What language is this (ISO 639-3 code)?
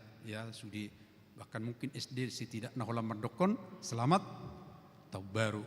bbc